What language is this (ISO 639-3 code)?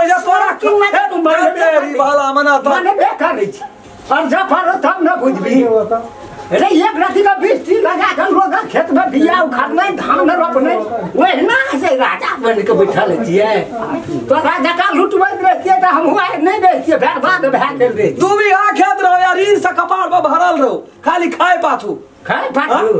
mai